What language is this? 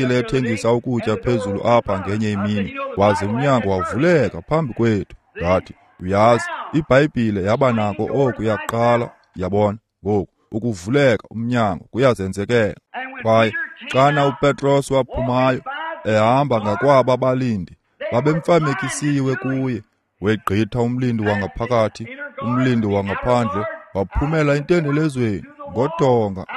Xhosa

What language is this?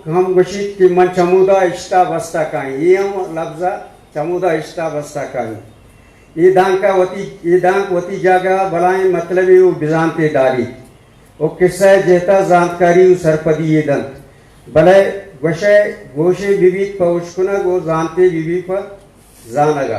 Eastern Balochi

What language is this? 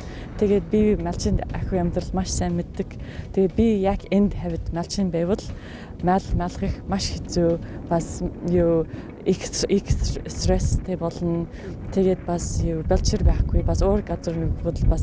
Mongolian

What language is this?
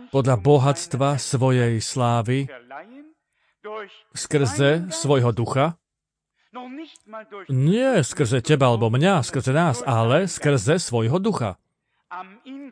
Slovak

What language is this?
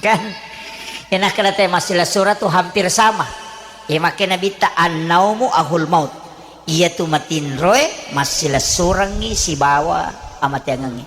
Buginese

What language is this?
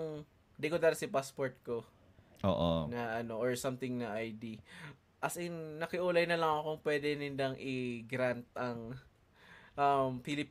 Bikol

